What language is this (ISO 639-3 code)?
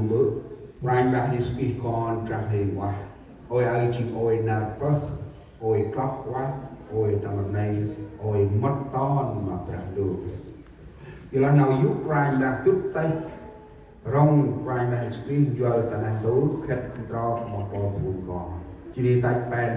cmo